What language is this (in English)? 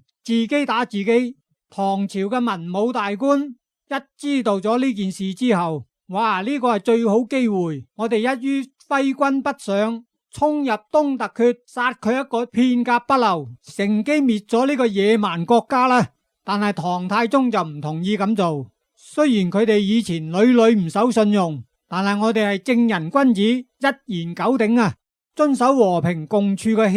Cantonese